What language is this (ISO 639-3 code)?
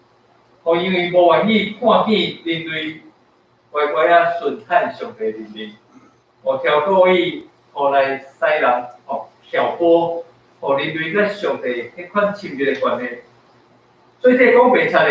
nan